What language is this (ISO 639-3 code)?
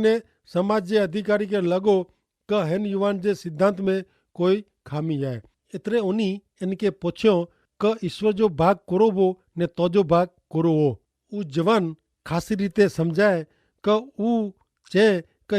kfr